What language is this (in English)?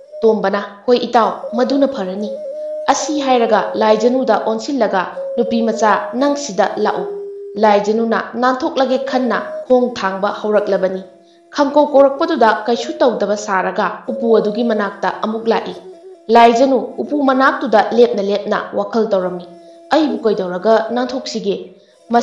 Manipuri